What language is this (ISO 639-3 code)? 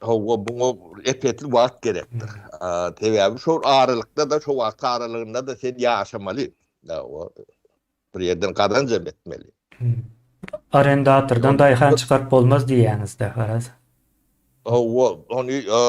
tuk